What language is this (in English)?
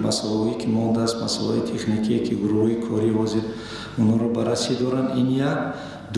Tajik